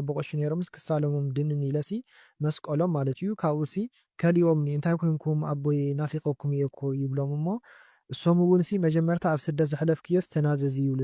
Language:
Tigrinya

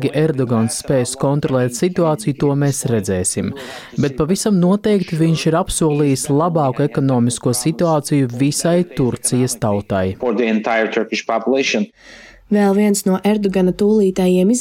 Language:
Latvian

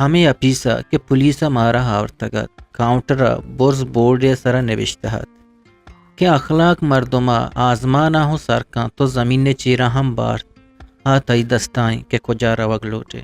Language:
Eastern Balochi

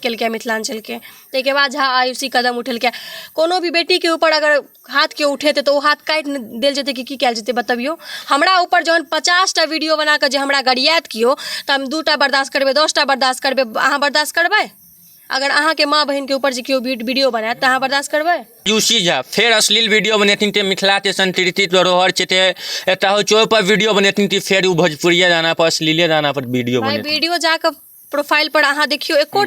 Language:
Maithili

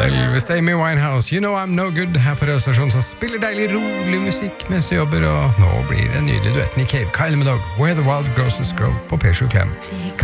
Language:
Norwegian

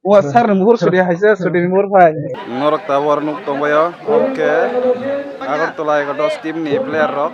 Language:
Kok Borok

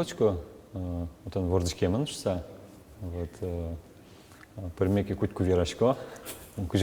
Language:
Udmurt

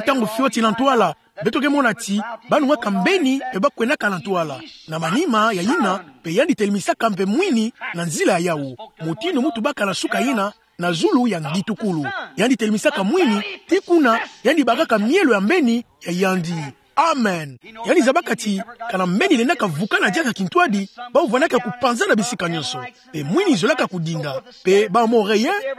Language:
Kituba (Democratic Republic of Congo)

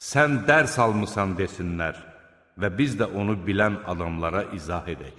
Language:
Azerbaijani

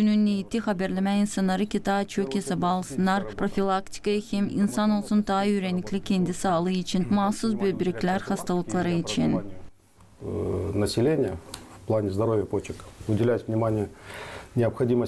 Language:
Gagauz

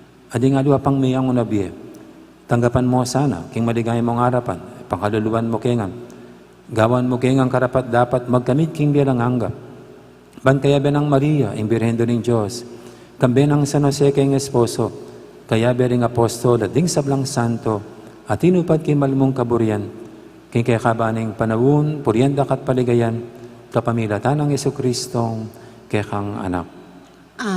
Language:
Pampanga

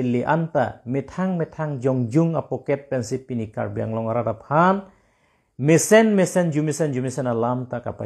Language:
Karbi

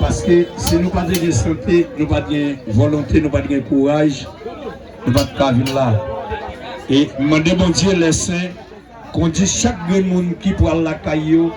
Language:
Haitian Creole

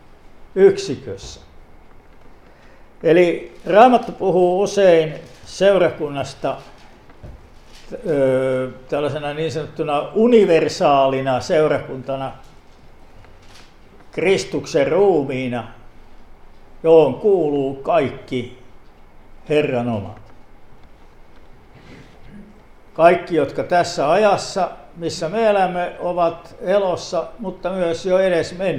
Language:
Finnish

